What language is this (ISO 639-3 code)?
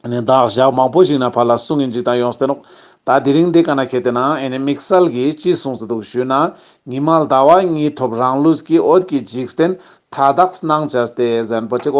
lbj